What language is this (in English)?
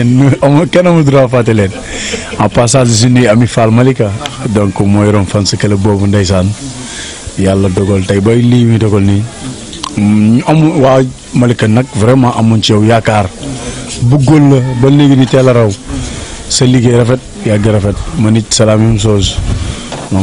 Wolof